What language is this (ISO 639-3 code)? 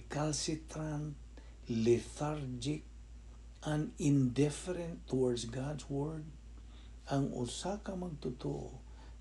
ceb